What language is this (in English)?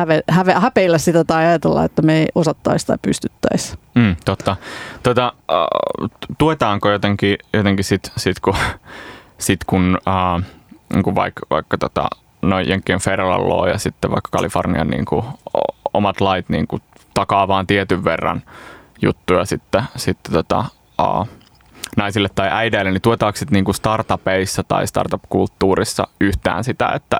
Finnish